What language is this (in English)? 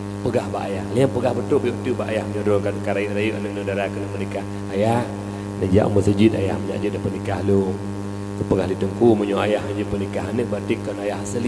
Achinese